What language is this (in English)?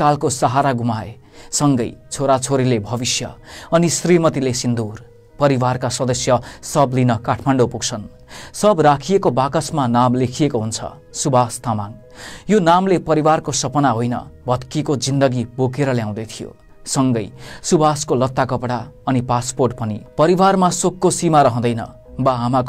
Nepali